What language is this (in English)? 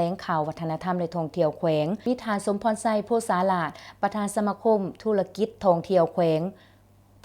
Lao